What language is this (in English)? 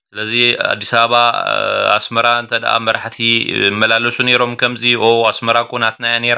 Tigrinya